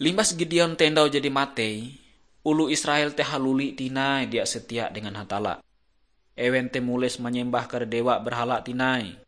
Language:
Ngaju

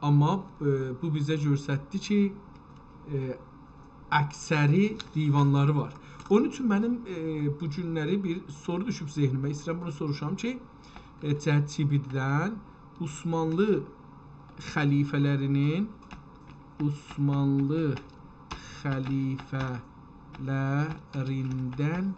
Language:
South Azerbaijani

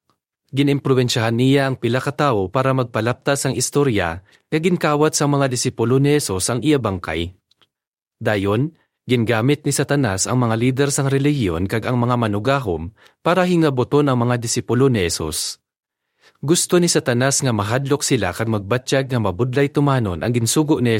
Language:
Hiligaynon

